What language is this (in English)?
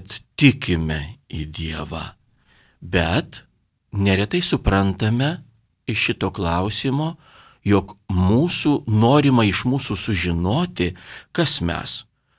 Lithuanian